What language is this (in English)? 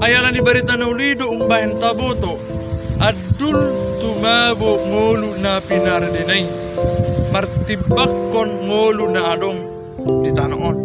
Batak Toba